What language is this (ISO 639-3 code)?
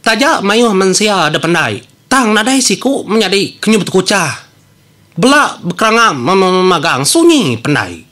iba